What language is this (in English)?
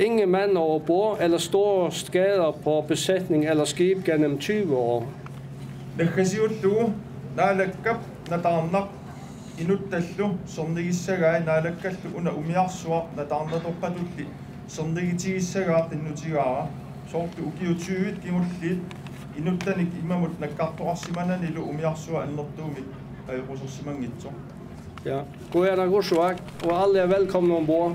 Kalaallisut